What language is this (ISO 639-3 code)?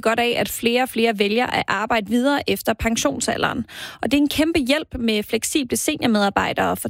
dan